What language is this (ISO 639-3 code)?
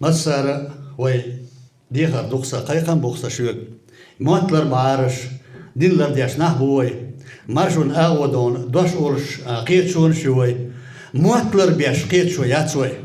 che